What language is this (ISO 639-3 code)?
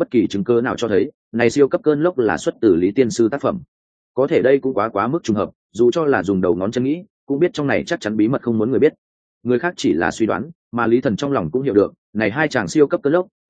vie